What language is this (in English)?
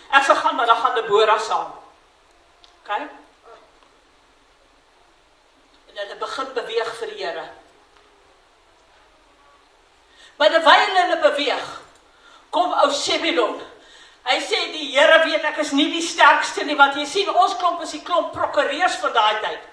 Afrikaans